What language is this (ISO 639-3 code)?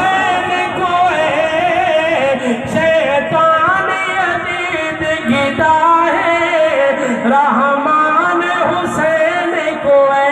skr